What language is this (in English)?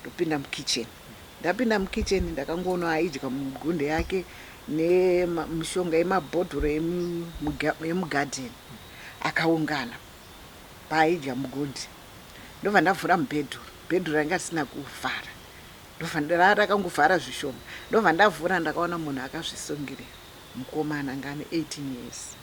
Shona